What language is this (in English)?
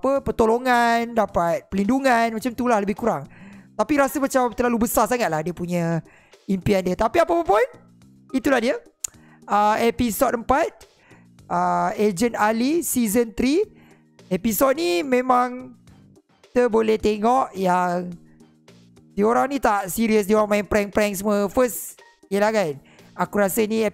Malay